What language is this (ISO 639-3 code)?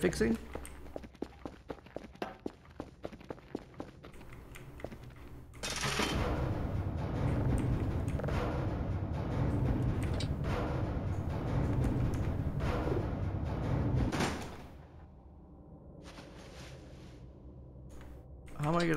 eng